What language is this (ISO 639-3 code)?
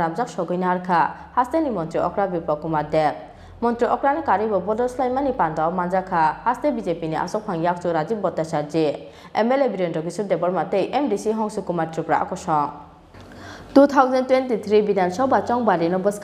trp